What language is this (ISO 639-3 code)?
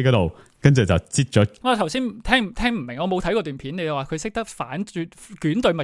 yue